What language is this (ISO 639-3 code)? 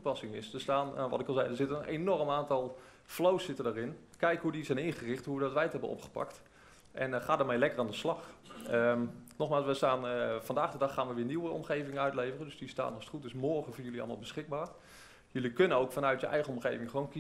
nld